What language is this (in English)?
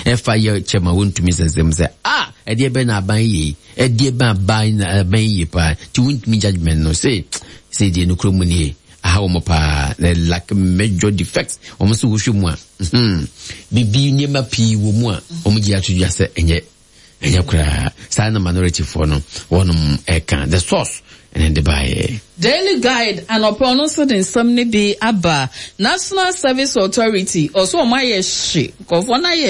Akan